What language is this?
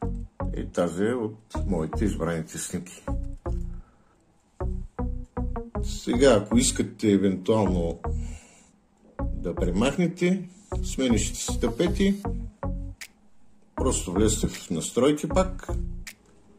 Bulgarian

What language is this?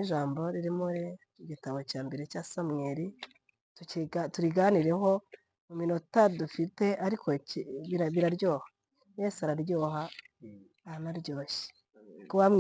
Kinyarwanda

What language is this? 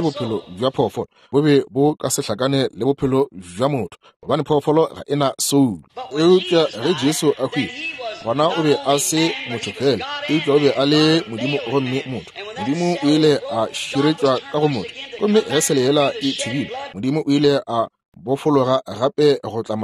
Northern Sotho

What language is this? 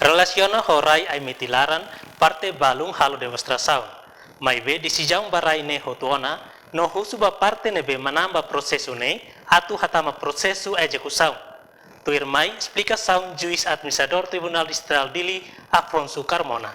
Tetum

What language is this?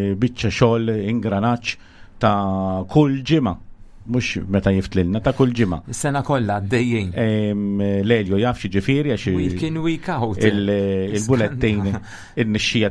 Maltese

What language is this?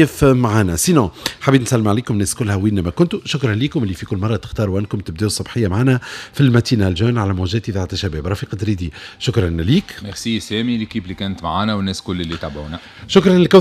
Tunisian Arabic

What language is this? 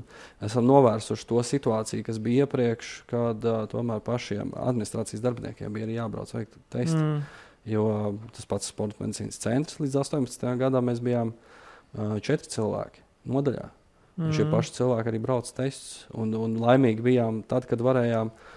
Latvian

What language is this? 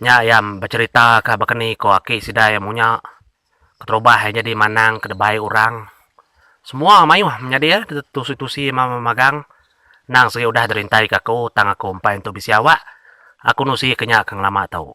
Iban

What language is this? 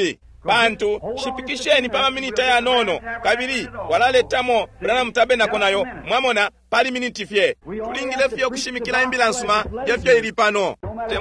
Bemba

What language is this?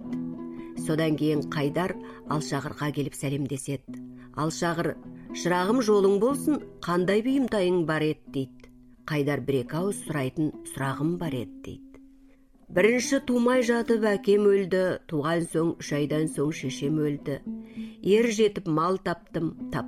Kazakh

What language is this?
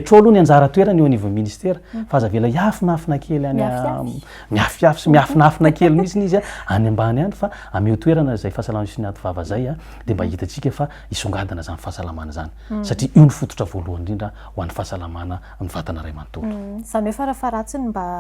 Malagasy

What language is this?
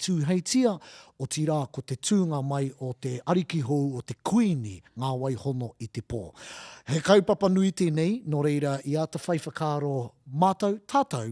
Māori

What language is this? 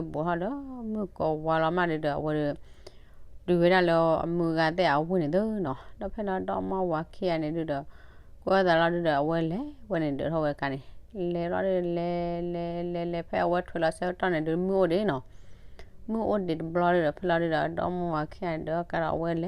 S'gaw Karen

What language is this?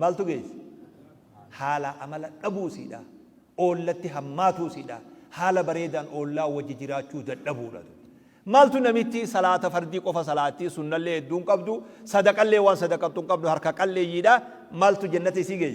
Oromo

